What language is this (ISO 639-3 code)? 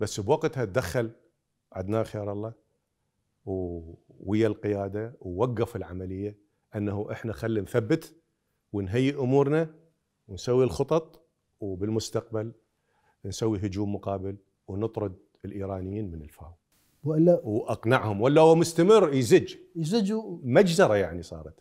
acm